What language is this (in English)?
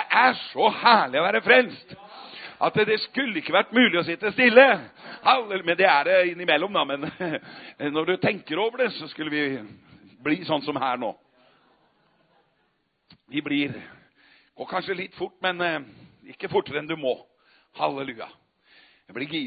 Norwegian